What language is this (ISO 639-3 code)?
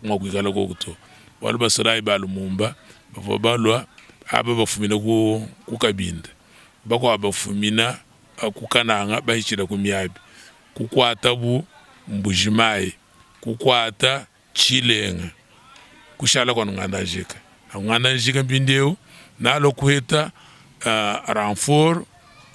lua